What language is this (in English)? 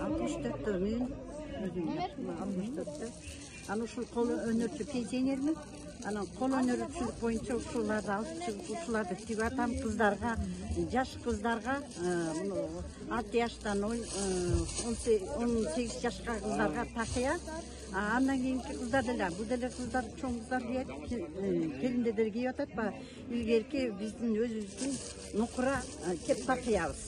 Kyrgyz